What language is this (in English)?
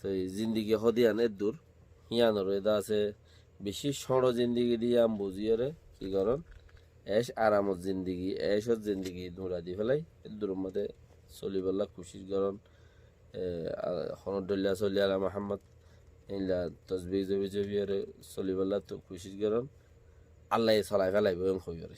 Rohingya